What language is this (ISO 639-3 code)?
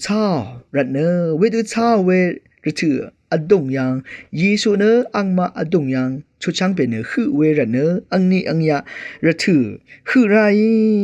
raw